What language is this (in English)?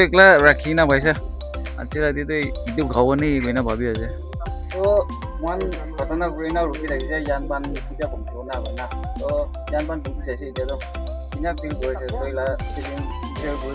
Naga Pidgin